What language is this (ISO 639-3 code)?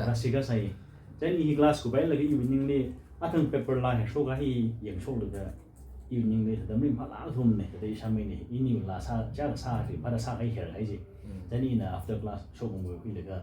nmf